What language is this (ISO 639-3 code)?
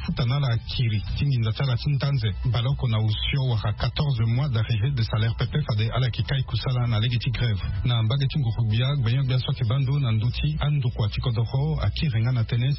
sag